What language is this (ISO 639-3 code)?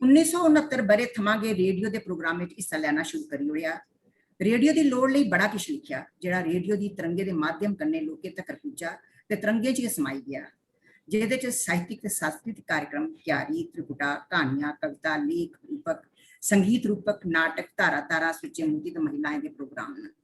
doi